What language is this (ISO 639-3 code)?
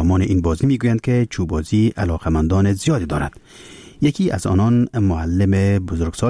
fas